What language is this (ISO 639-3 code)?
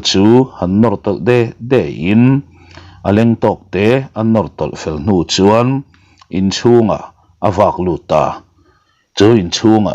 lus